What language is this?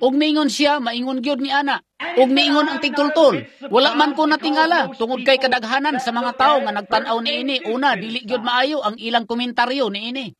Cebuano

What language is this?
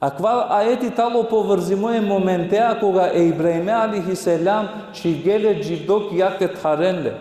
Balkan Romani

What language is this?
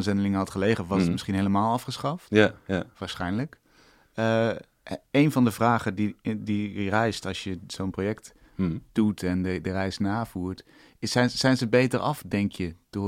Dutch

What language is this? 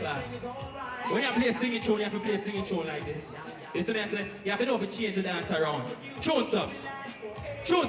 Jamaican Creole English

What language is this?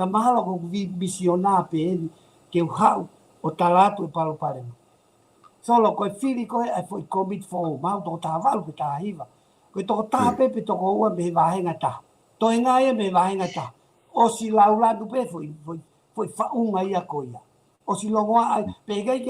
Tongan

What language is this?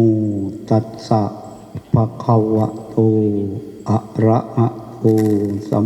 Northeastern Thai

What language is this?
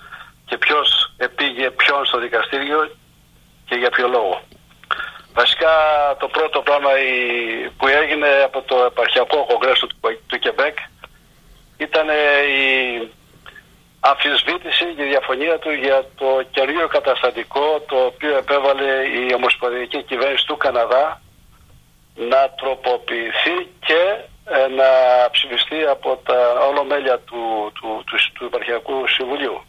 Greek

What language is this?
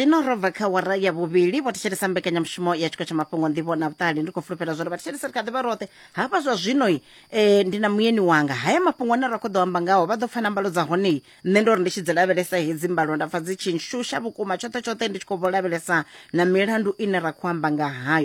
Venda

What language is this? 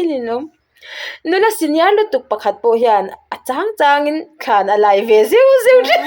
Mizo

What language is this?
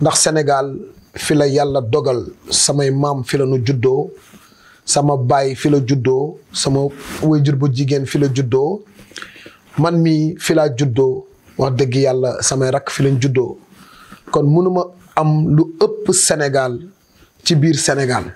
Wolof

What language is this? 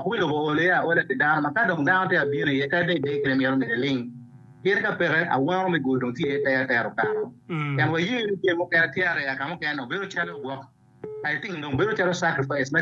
Acoli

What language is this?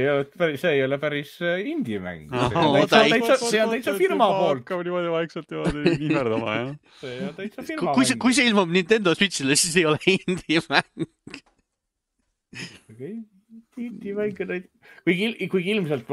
Estonian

